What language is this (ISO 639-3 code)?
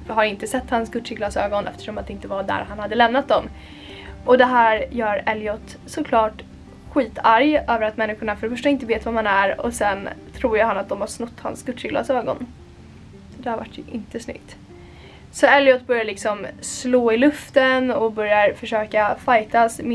swe